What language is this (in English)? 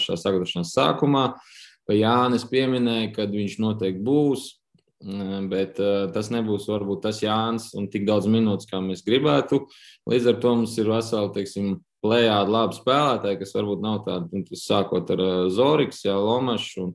Latvian